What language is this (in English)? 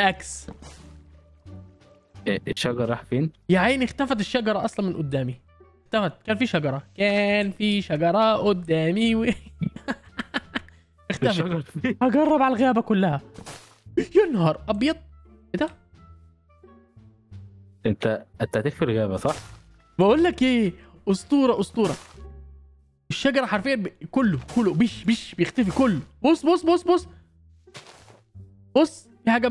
Egyptian Arabic